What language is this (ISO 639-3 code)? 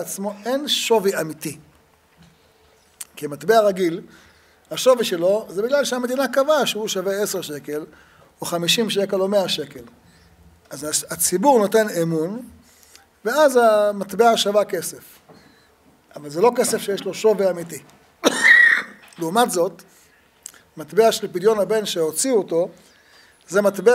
heb